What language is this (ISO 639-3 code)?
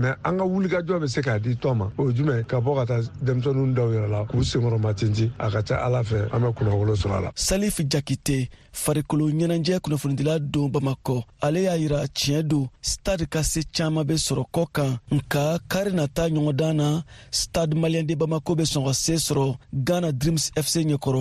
bam